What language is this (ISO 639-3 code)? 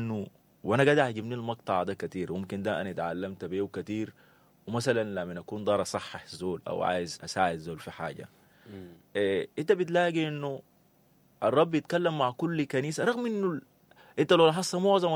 apd